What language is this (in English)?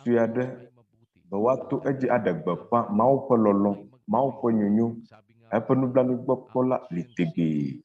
Ewe